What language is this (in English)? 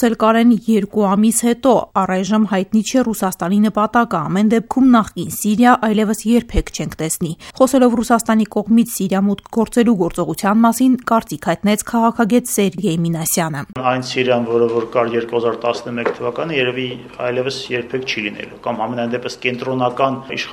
Armenian